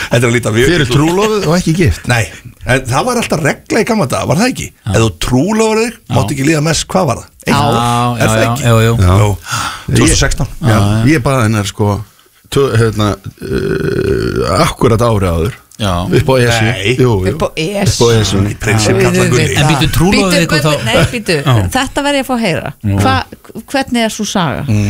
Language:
Icelandic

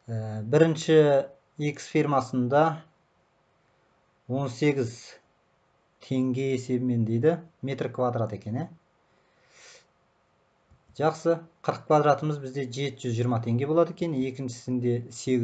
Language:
Kazakh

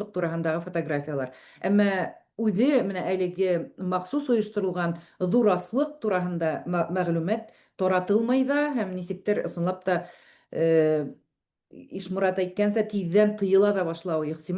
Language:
Bashkir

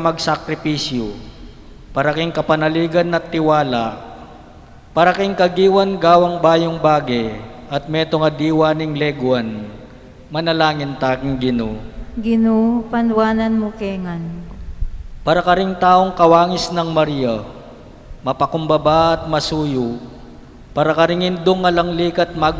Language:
Pampanga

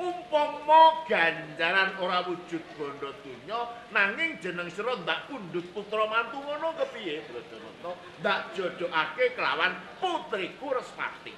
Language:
Javanese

